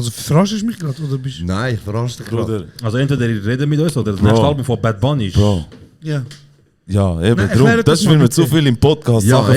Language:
Swiss German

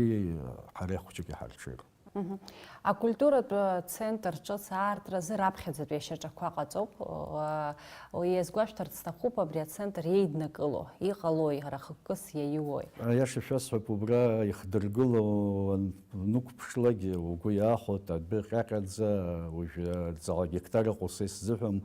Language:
Abkhazian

